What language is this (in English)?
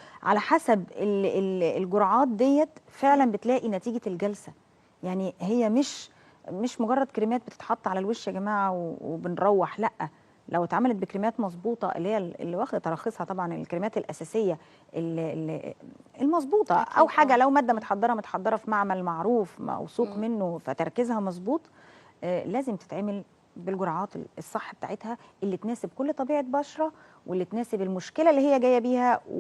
Egyptian Arabic